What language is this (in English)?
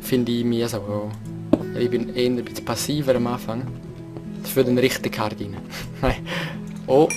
Swiss German